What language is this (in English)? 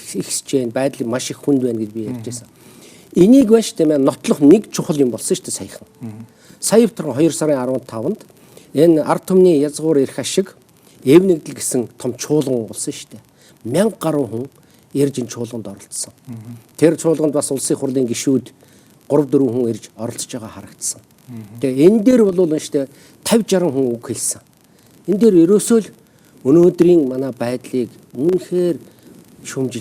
Mongolian